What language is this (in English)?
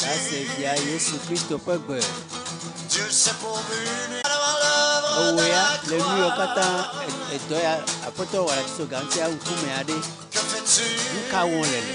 Ewe